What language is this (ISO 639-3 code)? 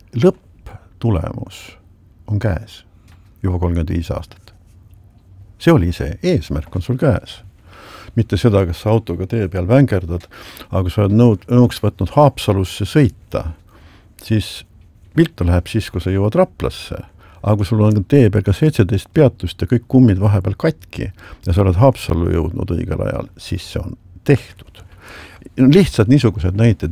est